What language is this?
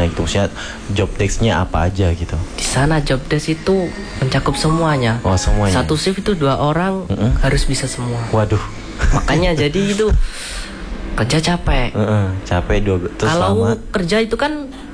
Indonesian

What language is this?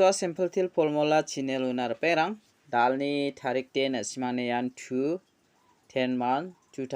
Garo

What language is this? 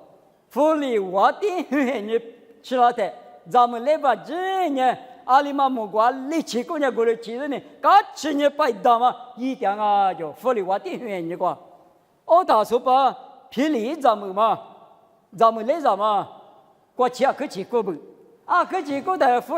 Lisu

